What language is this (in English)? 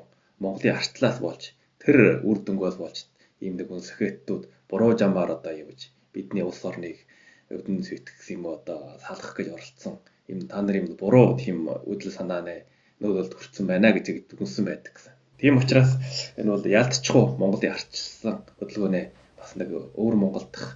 Mongolian